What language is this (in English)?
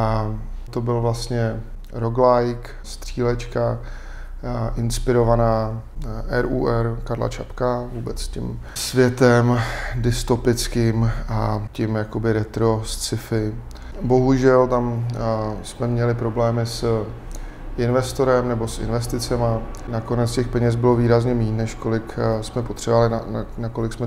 Czech